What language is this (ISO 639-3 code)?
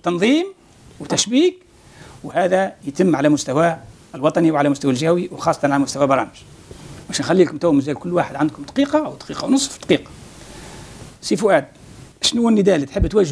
aeb